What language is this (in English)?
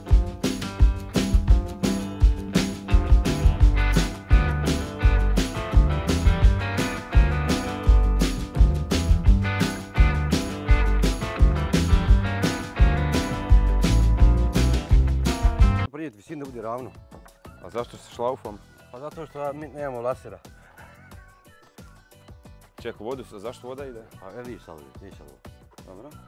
Croatian